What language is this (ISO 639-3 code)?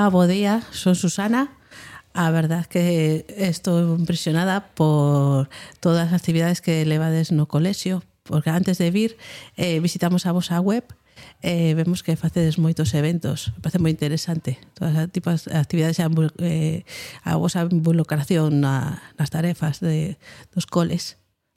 glg